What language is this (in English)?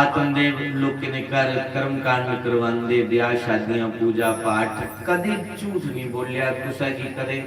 Dogri